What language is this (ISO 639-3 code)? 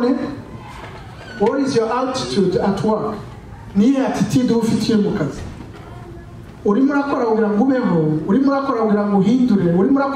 kin